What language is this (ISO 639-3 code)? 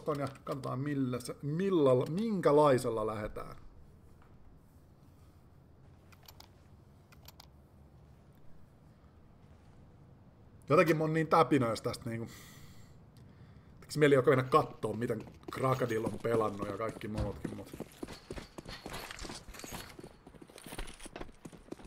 fin